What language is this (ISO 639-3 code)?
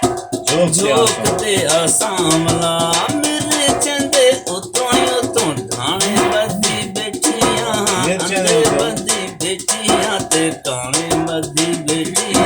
skr